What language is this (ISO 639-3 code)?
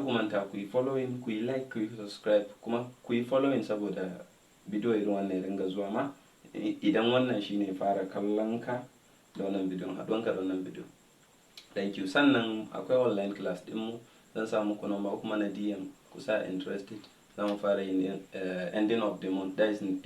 hau